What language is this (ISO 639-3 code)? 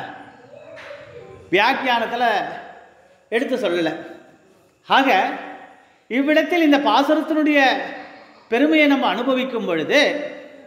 tam